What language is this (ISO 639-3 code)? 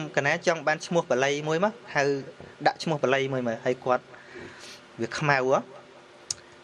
khm